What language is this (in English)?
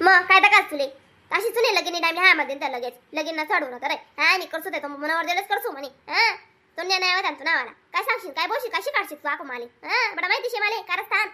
Khandesi